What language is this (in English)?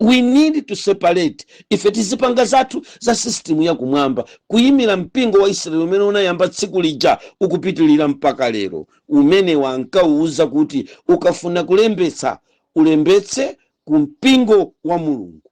Nyanja